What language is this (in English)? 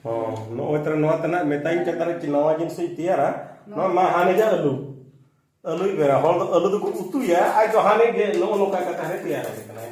Santali